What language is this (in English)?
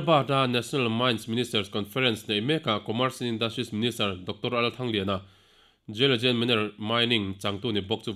Mizo